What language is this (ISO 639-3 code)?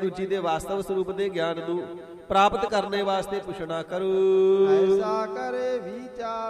pan